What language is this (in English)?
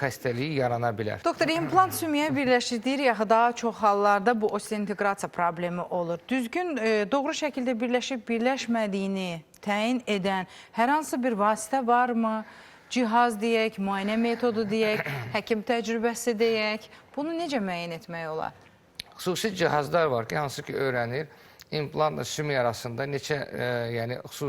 Azerbaijani